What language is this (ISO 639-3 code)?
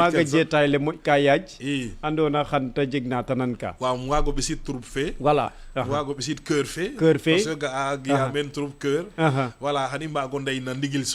srr